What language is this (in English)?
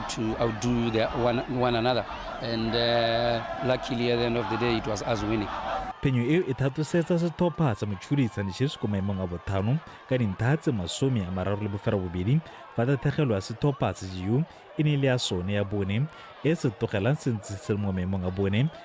Tswana